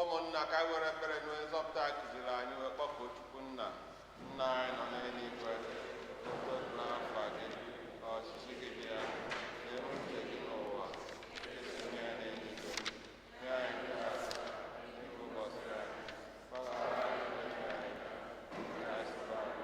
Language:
Igbo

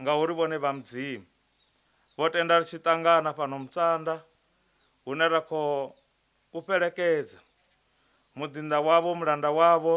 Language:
Venda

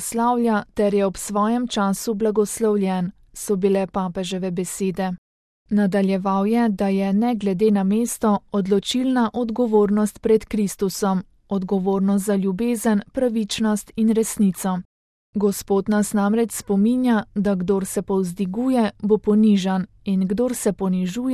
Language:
Slovenian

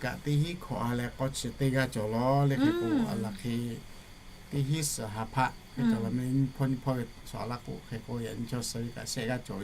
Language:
Lahu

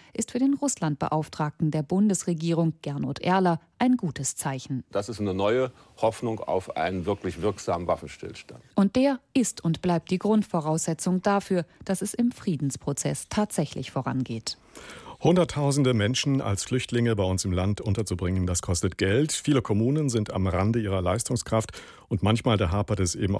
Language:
German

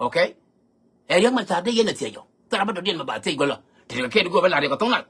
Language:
Nuer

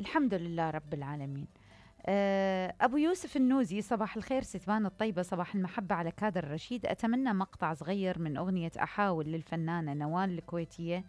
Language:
Mesopotamian Arabic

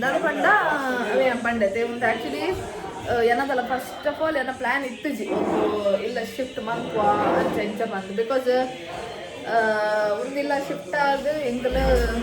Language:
Tulu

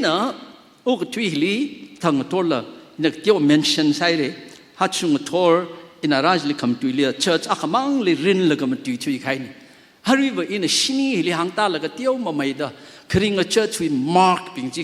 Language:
Tangkhul Naga (India)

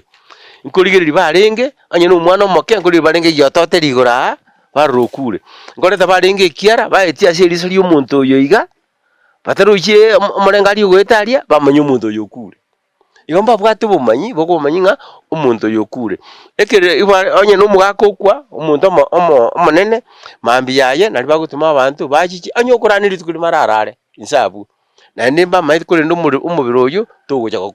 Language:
Gusii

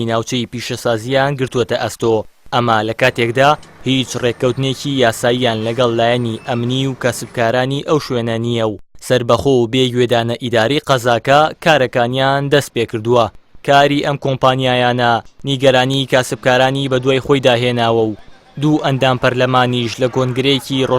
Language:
Central Kurdish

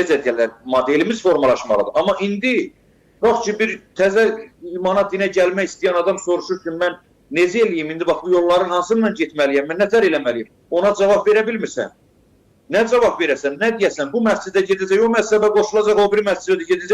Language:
Azerbaijani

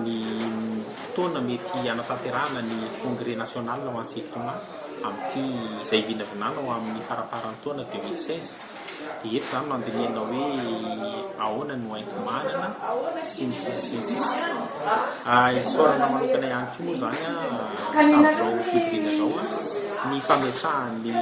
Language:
Malagasy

